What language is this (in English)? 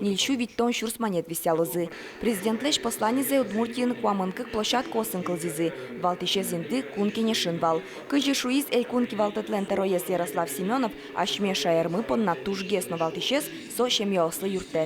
Udmurt